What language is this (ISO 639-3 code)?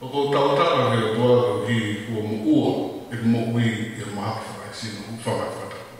ton